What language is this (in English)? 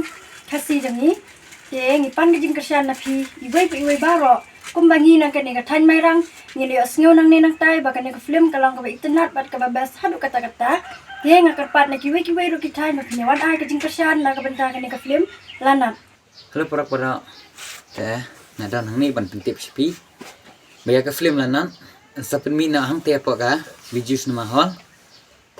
Khasi